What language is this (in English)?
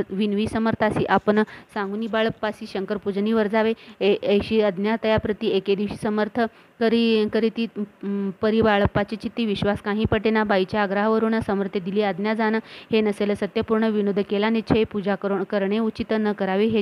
Marathi